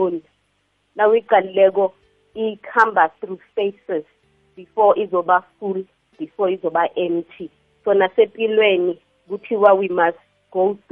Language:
South Ndebele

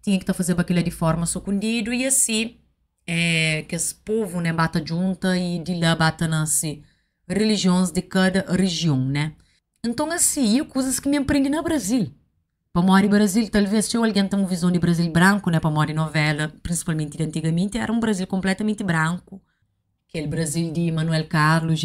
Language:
Kabuverdianu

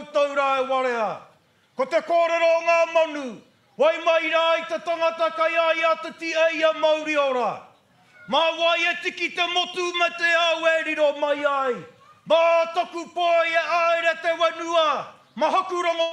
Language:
Māori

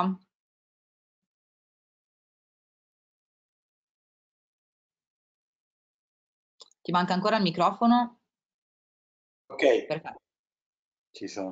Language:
Italian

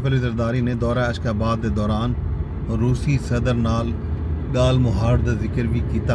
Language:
Saraiki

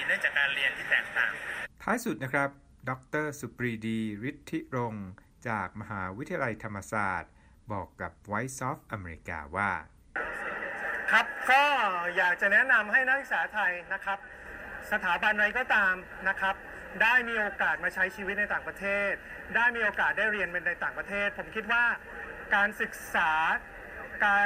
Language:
Thai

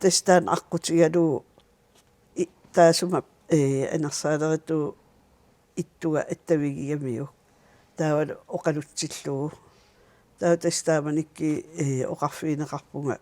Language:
Kalaallisut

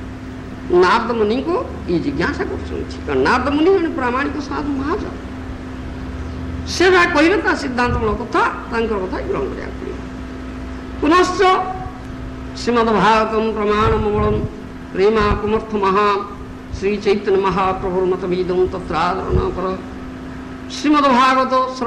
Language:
Odia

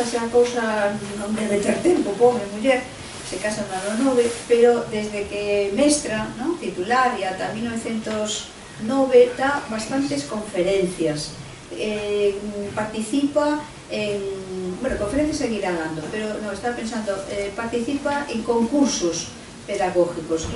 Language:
Galician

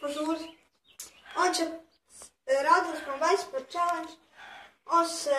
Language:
Bosnian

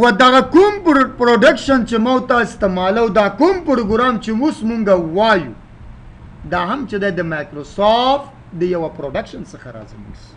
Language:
Pashto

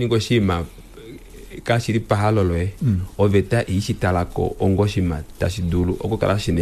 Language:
Kuanyama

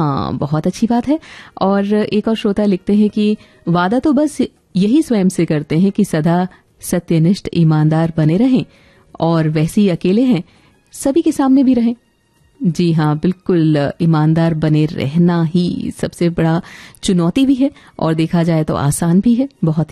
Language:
Hindi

